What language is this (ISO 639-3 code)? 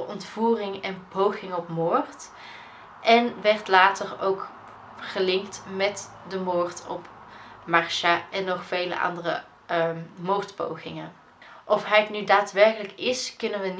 nld